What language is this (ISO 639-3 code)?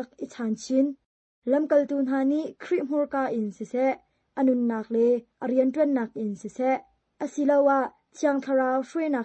cnh